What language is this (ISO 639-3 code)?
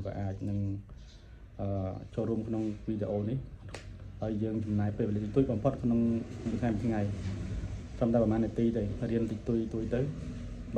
khm